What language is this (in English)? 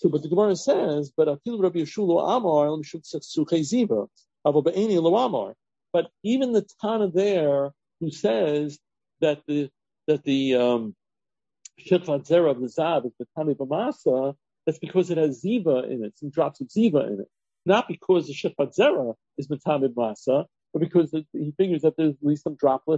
English